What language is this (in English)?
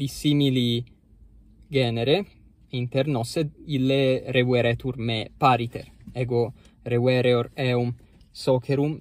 Latin